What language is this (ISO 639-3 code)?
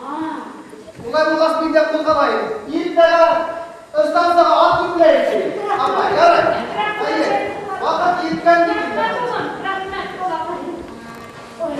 bak